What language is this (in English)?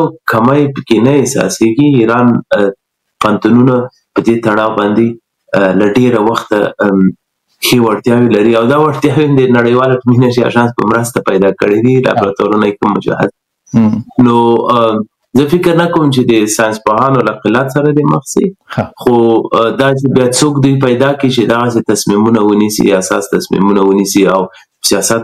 Pashto